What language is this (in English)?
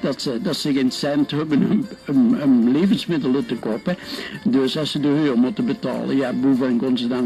Limburgish